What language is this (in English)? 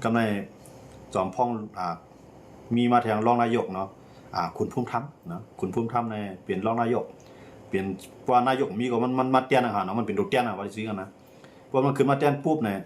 Shan